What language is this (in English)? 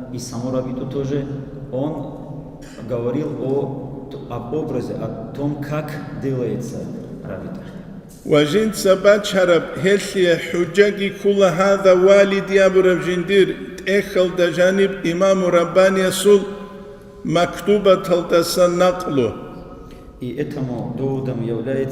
Avaric